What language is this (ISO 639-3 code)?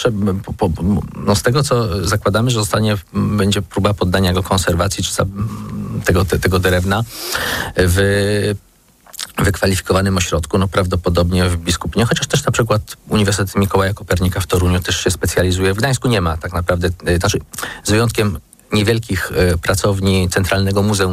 pol